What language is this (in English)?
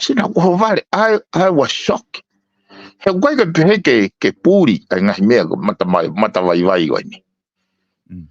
Tongan